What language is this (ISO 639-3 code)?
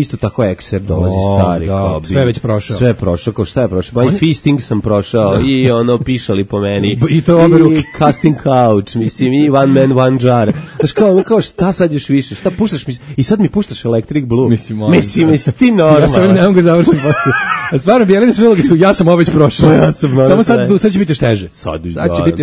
srp